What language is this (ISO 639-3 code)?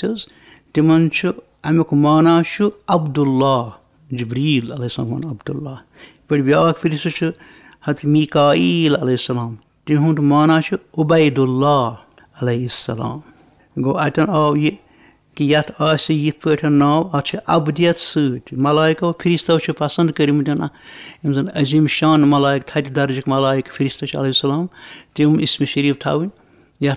kas